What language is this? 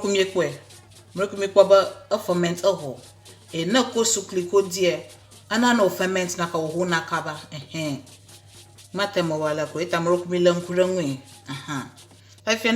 Ewe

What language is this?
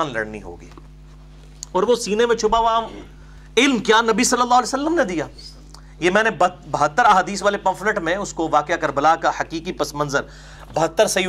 Urdu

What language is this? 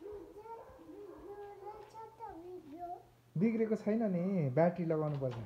Nepali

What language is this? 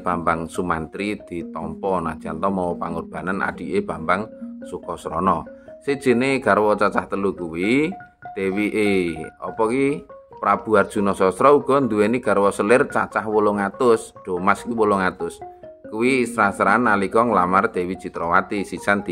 Javanese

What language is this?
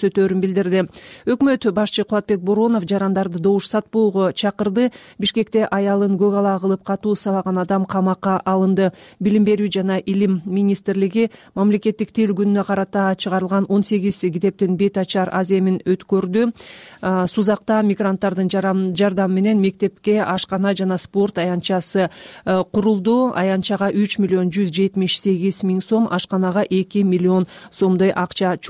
Kyrgyz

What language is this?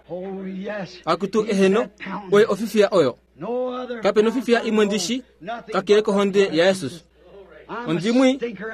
Kuanyama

